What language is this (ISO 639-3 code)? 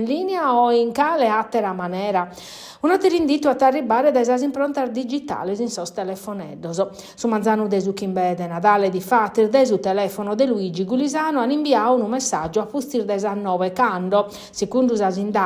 srd